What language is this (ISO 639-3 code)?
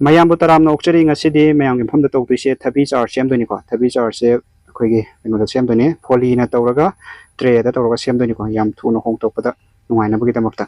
mni